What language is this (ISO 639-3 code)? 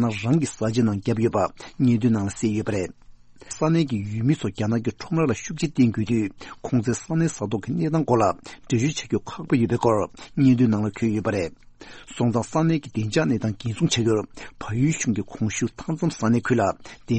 bod